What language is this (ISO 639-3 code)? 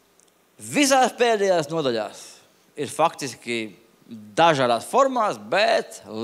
lav